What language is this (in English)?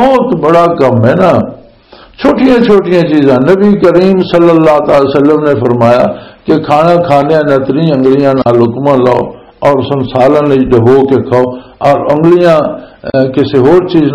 Western Panjabi